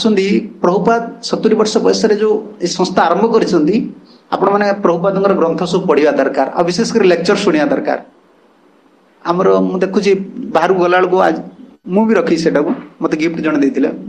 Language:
Odia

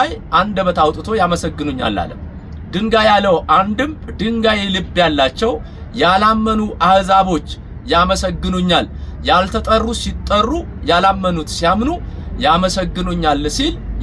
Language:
Amharic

